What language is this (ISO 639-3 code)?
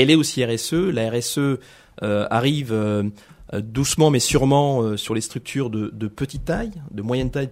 fra